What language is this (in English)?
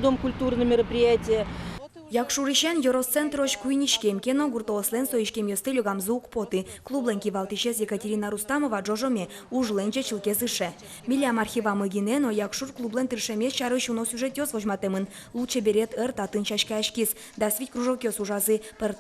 Udmurt